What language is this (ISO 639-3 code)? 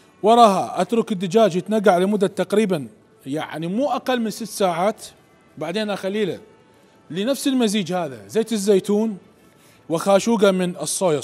acm